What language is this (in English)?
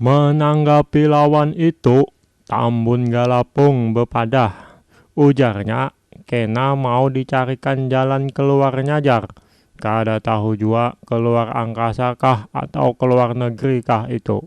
Banjar